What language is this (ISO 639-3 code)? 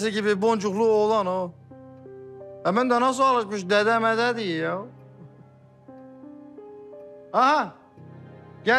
tur